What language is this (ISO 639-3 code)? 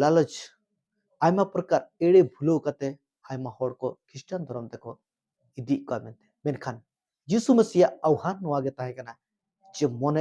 sat